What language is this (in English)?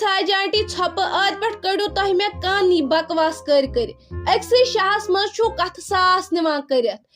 Kashmiri